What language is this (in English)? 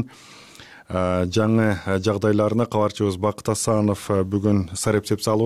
Kyrgyz